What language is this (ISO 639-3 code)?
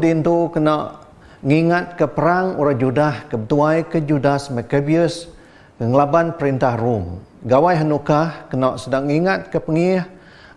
iba